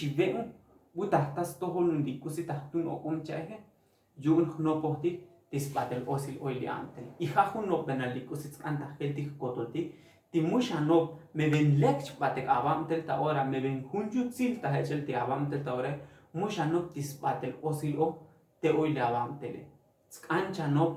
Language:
Tzotzil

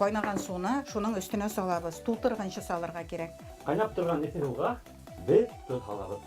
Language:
Bashkir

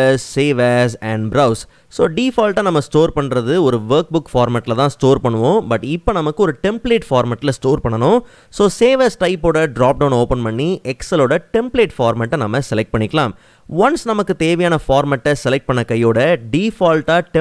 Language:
Tamil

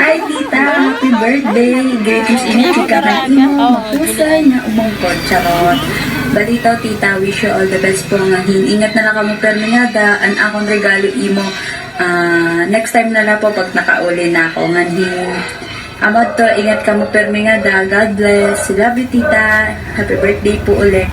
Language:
Waray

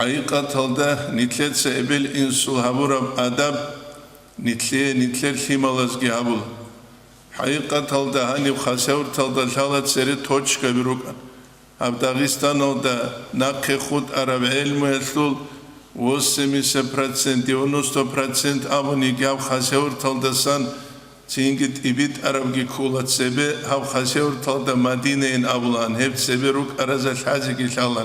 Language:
Avaric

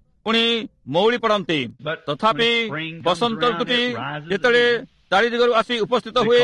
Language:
Odia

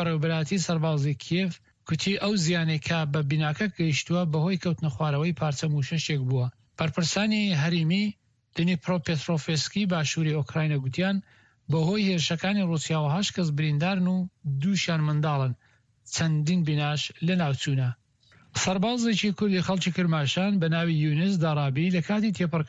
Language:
Central Kurdish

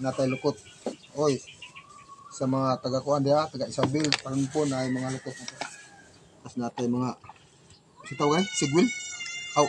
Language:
Cebuano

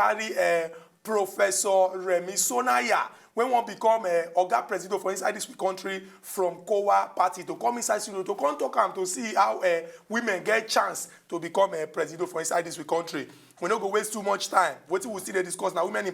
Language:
Nigerian Pidgin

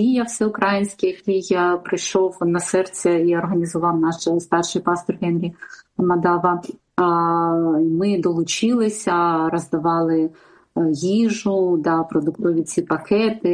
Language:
Ukrainian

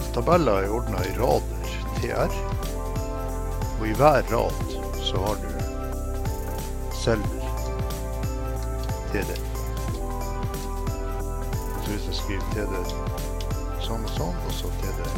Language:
Norwegian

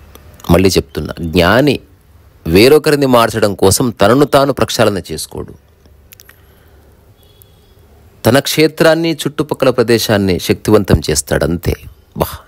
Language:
Telugu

